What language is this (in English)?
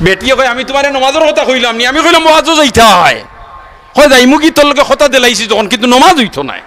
Sylheti